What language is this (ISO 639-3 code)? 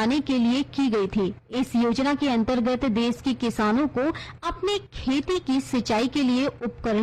hin